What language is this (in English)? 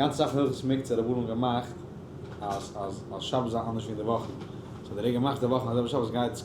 Yiddish